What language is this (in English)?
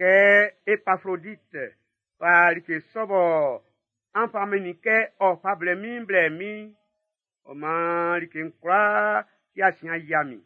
Baoulé